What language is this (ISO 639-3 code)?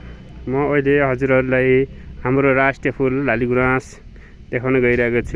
nep